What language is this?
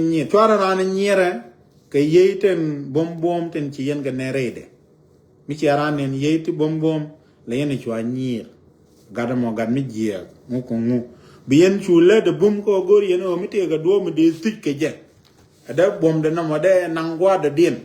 Nuer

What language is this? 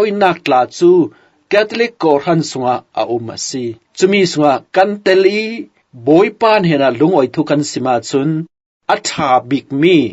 Falam Chin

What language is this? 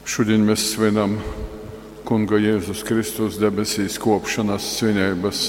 Latgalian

